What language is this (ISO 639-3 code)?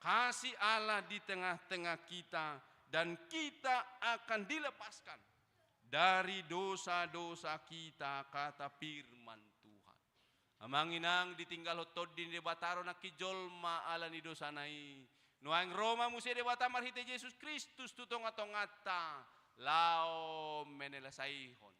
bbc